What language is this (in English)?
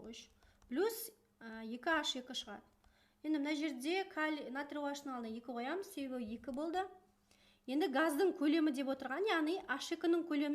Kazakh